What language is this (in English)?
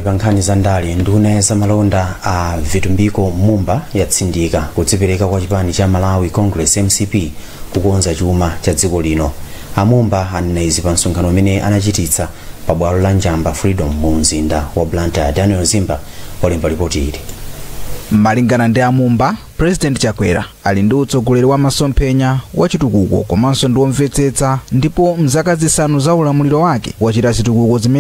Nyanja